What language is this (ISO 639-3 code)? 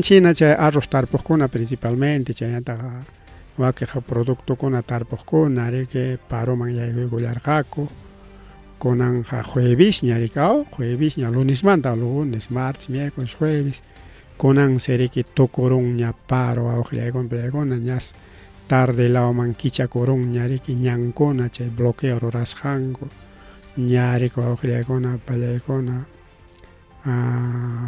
quy